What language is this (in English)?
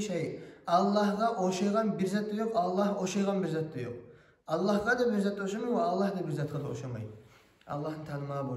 Kumyk